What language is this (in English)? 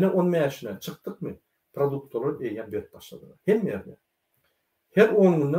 Turkmen